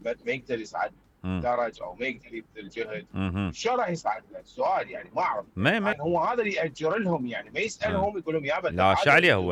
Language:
Mesopotamian Arabic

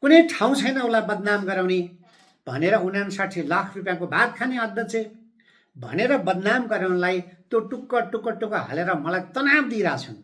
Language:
Nepali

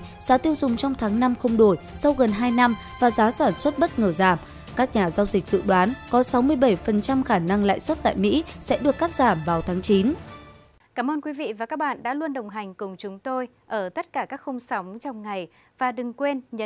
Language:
Vietnamese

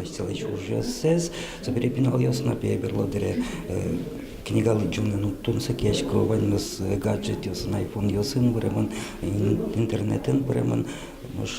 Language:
Udmurt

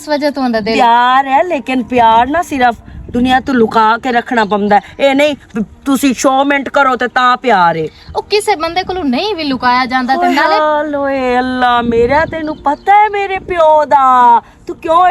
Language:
Western Panjabi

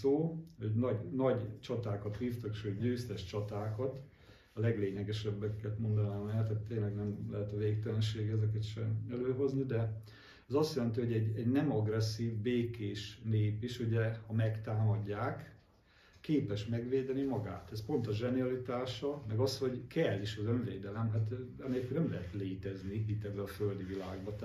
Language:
Hungarian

